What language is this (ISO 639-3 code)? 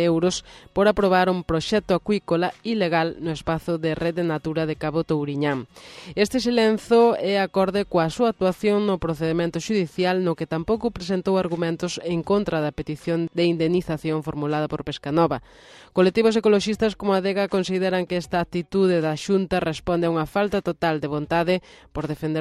glg